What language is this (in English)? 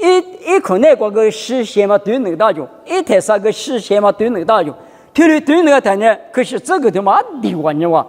Lisu